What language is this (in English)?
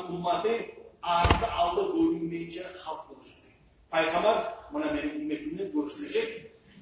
Kumyk